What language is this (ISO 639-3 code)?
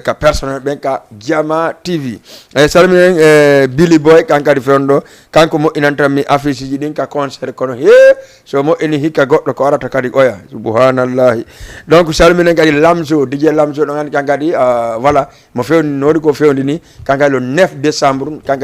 ful